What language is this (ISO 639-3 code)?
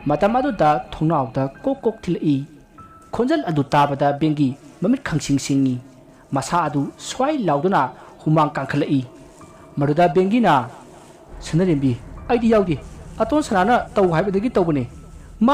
mni